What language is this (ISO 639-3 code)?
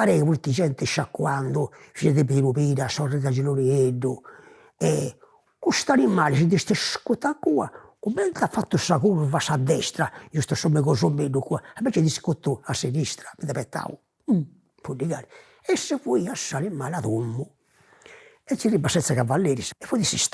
srd